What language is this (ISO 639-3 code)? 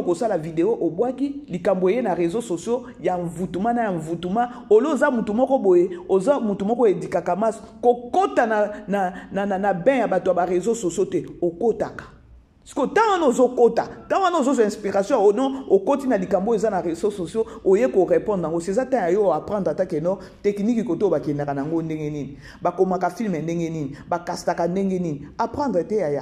lin